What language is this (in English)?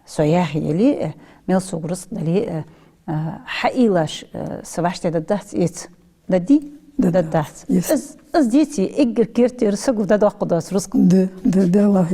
Ingush